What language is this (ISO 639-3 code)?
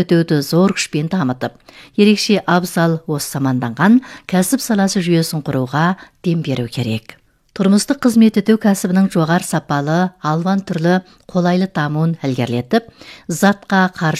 kaz